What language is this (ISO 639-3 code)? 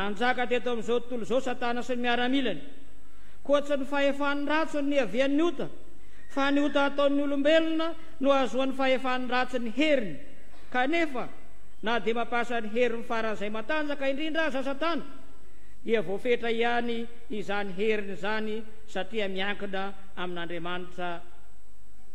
mlg